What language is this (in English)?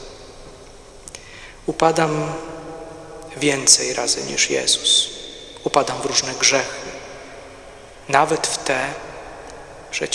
Polish